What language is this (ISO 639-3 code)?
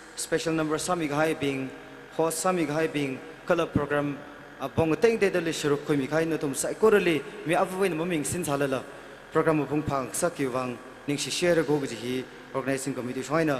nmf